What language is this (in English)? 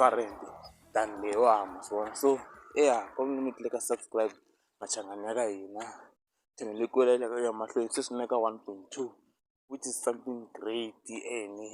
Tsonga